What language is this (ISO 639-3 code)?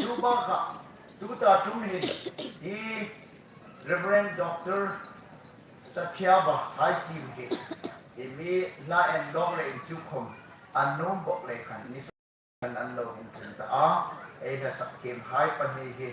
hmr